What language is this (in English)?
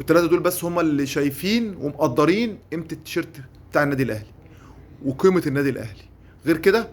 Egyptian Arabic